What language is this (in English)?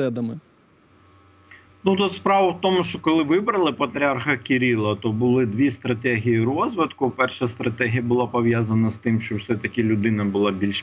Ukrainian